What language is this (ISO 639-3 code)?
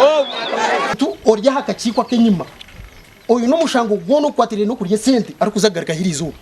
nyn